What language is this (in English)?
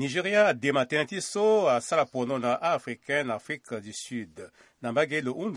Sango